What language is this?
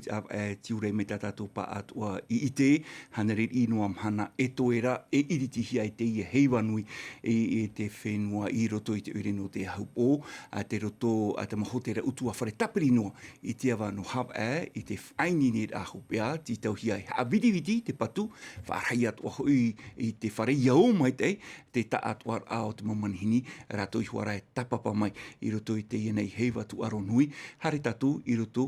Tahitian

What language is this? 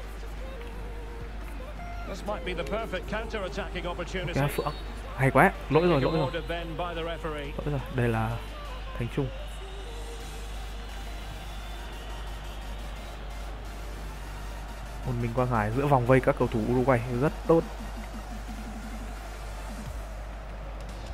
Vietnamese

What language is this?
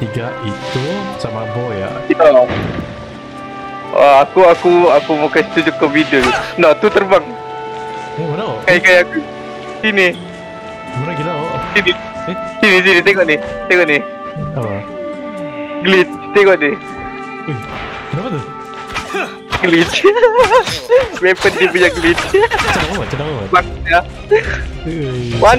Malay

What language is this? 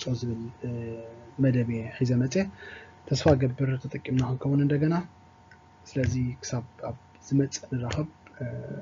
Tigrinya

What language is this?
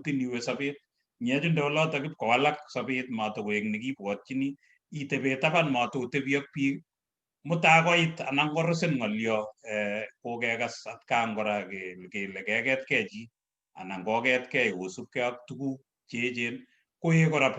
Kalenjin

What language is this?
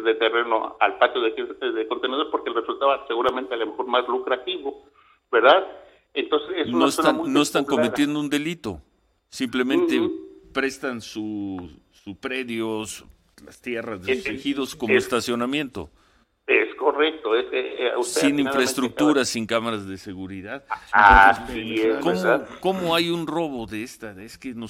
Spanish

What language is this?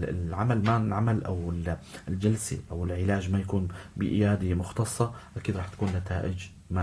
North Levantine Arabic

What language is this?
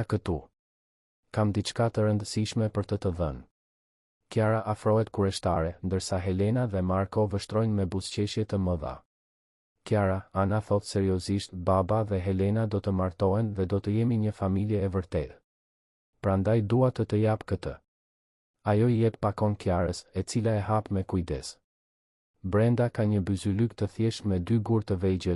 Albanian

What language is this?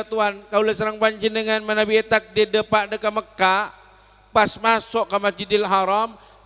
Madurese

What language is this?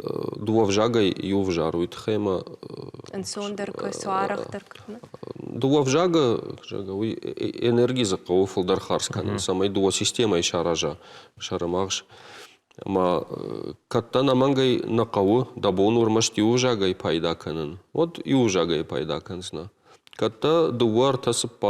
Ossetic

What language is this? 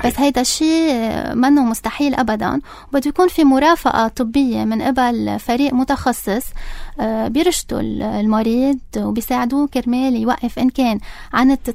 North Levantine Arabic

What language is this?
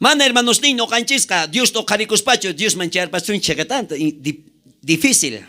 South Bolivian Quechua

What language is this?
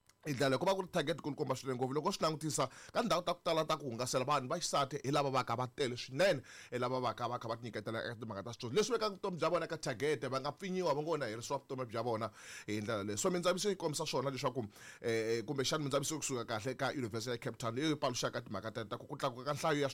Tsonga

